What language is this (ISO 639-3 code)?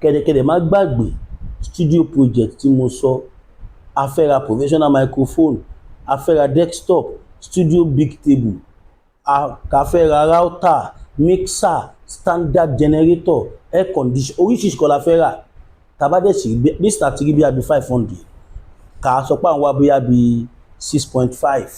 yor